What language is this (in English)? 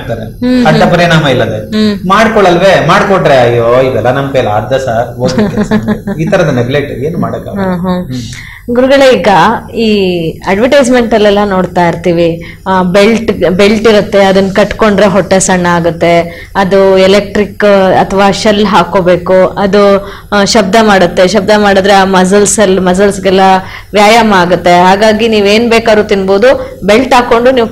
Kannada